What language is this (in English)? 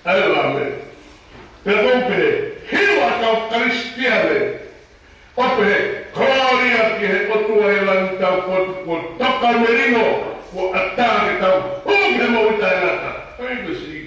Tongan